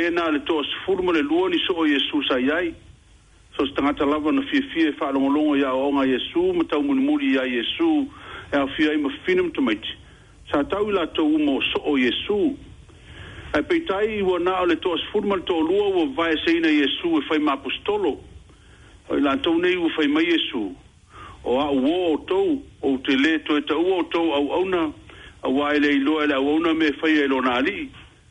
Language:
Samoan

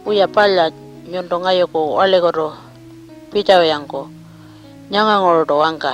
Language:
Pitjantjatjara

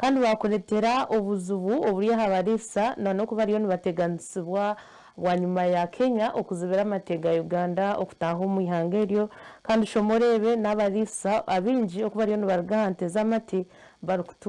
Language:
Nyankole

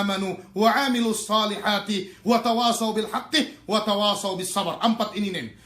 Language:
Yakan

